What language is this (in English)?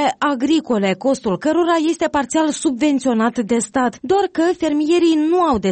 Romanian